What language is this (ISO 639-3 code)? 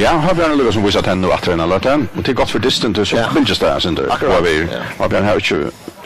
fao